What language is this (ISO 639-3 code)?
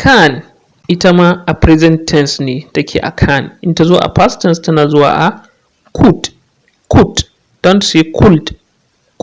hau